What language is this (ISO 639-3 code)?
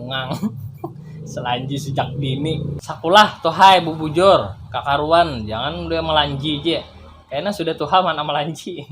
bjn